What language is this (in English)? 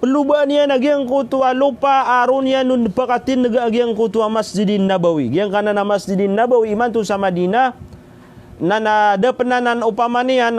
Maranao